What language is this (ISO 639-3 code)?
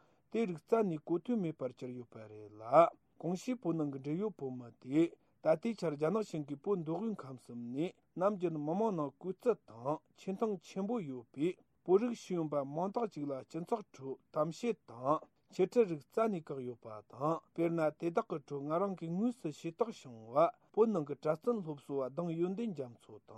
bod